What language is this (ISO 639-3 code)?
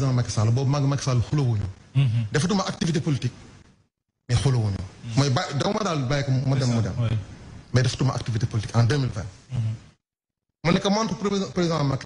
wol